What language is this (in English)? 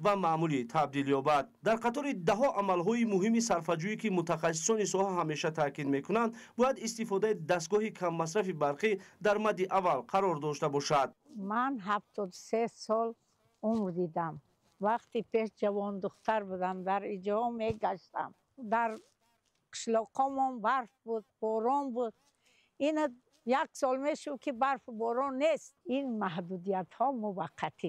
Tajik